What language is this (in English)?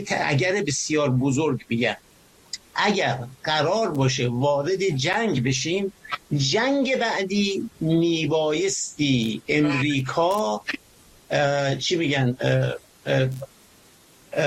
Persian